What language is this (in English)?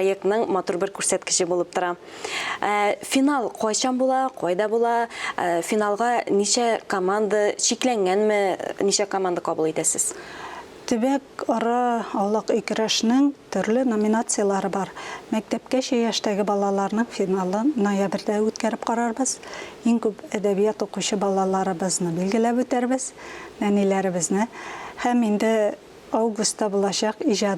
Tatar